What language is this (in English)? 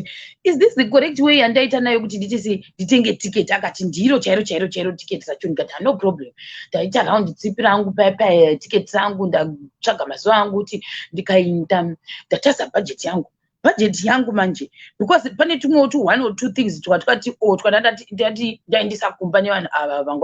Shona